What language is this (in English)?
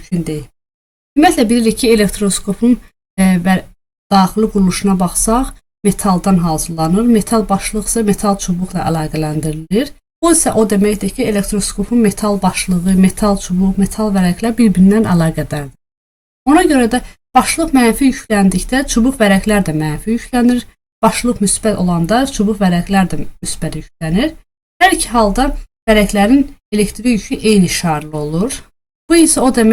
Azerbaijani